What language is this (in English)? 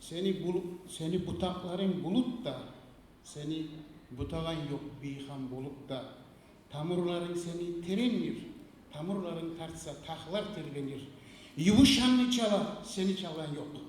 Kumyk